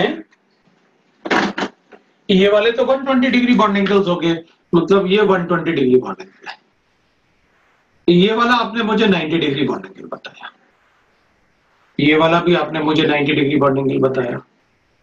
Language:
Hindi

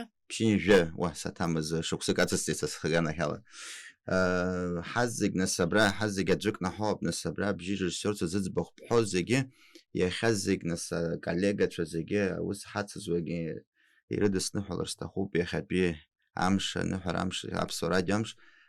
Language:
Abkhazian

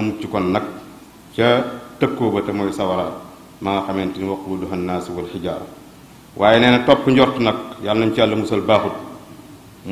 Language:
Wolof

